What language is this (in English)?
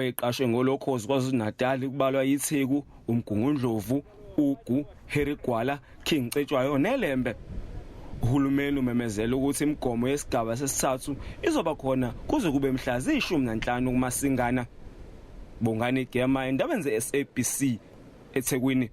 Zulu